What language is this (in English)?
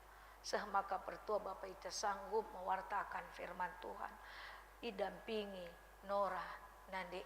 Batak Karo